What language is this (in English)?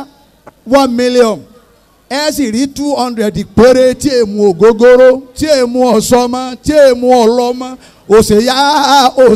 Yoruba